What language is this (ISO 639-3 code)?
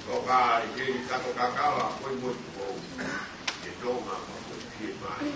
ton